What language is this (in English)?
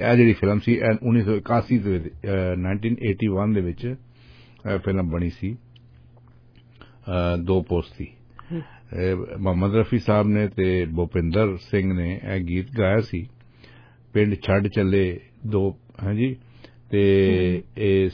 Punjabi